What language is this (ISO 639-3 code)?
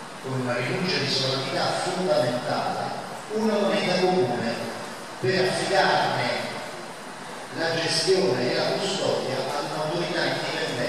ita